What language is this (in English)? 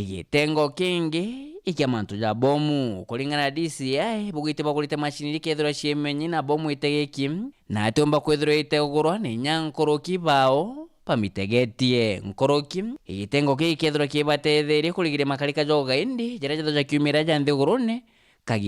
Meru